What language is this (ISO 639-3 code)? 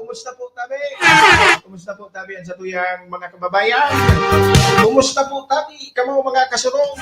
bik